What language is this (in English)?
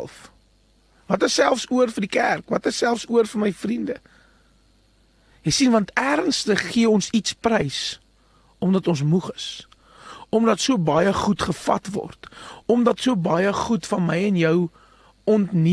Afrikaans